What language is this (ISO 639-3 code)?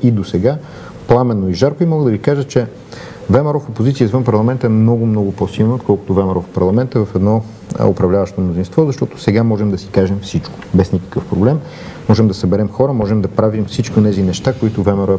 bul